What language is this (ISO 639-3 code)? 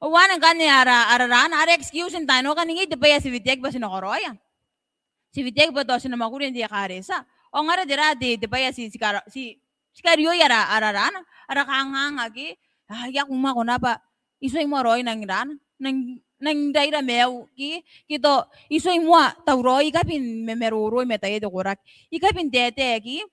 gil